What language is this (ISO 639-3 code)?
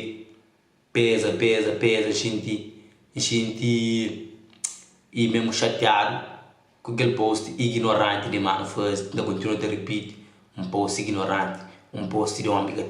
kea